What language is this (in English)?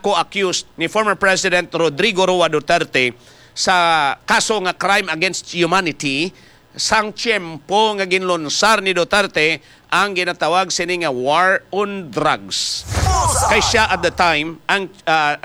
Hiligaynon